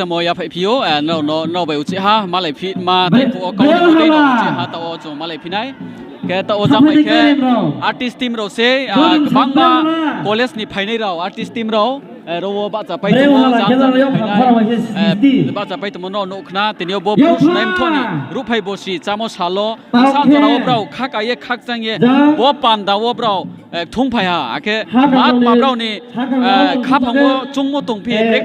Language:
Riang (India)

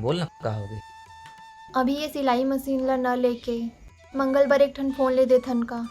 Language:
Chhattisgarhi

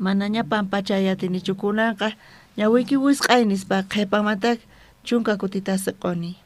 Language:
South Bolivian Quechua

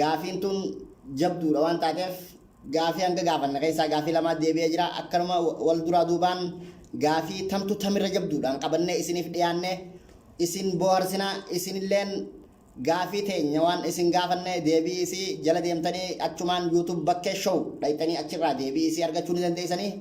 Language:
Oromo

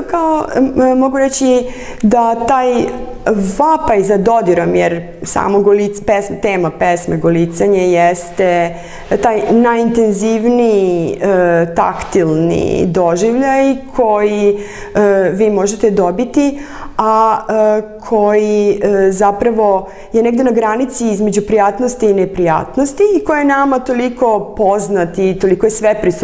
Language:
Serbian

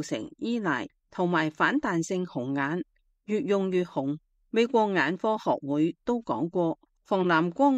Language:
Cantonese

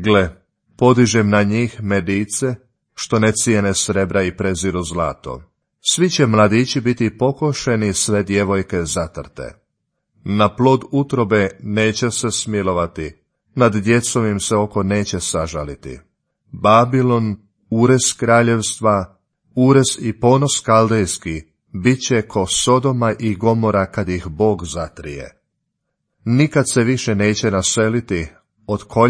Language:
Croatian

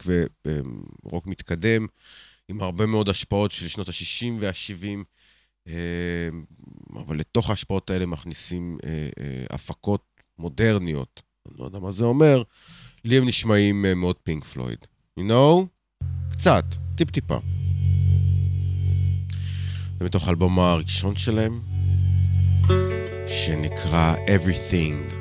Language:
Hebrew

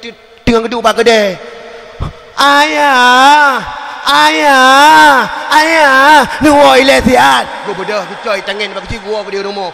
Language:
Achinese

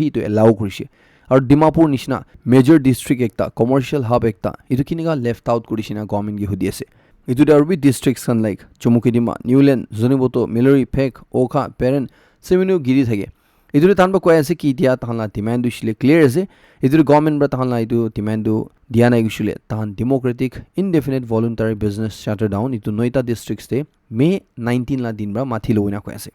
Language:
Naga Pidgin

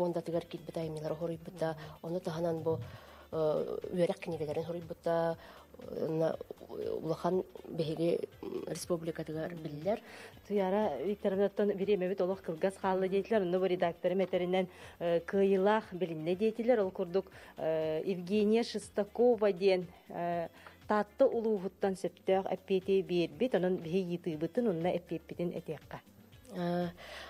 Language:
Yakut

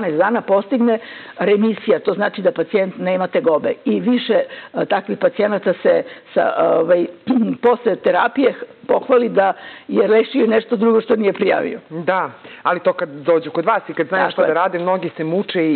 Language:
Serbian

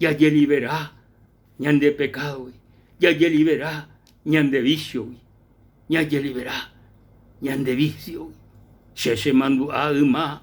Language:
Guarani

